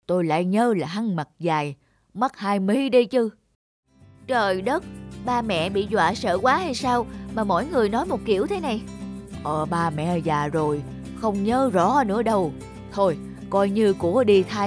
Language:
Vietnamese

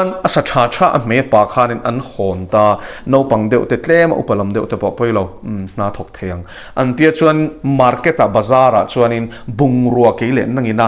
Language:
Mizo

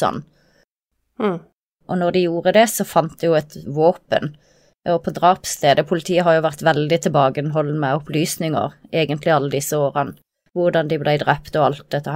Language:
Norwegian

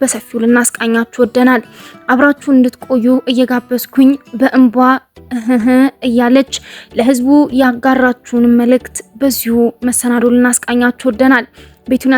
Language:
Amharic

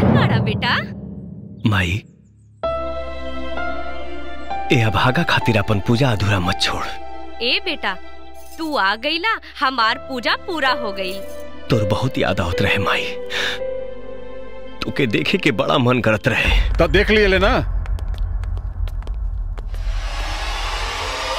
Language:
Bhojpuri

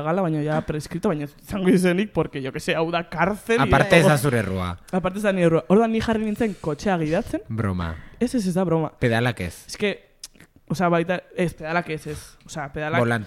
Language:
Basque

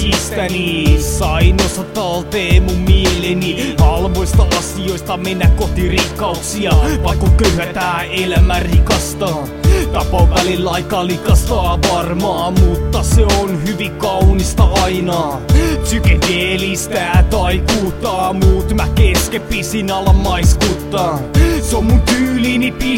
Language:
Finnish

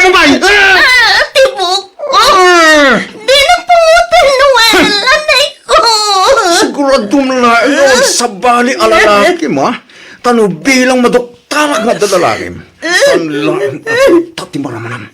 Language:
Iloko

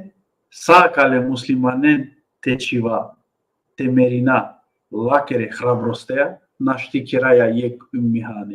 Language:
Balkan Romani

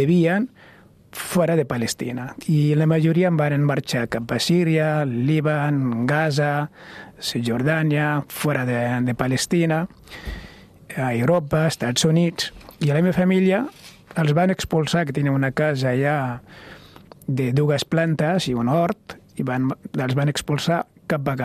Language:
Catalan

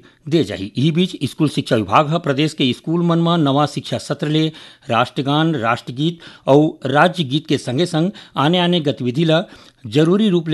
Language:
Chhattisgarhi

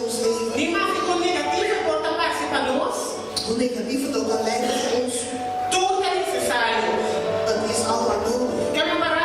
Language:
Papiamento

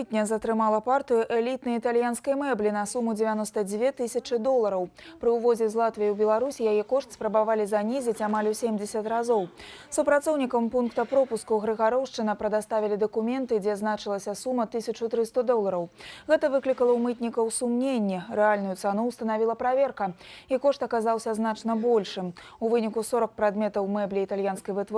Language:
Belarusian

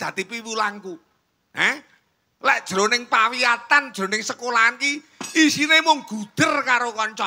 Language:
Javanese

